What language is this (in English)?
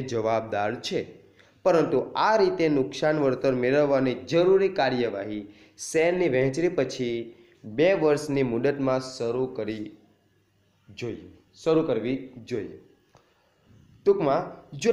Gujarati